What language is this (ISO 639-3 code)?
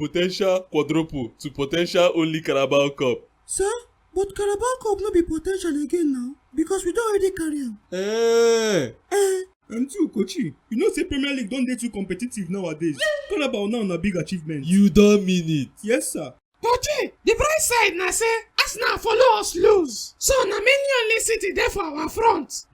pcm